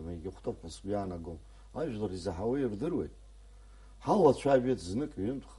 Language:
Abkhazian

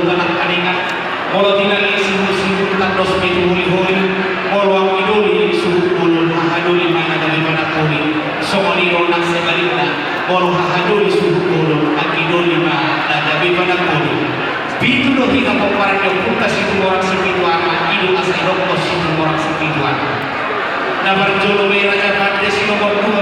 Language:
Batak Toba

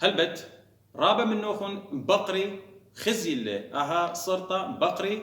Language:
Assyrian Neo-Aramaic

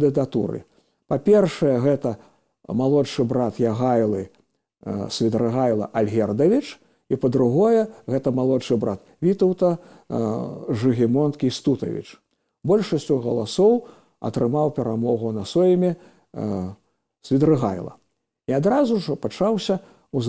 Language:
Belarusian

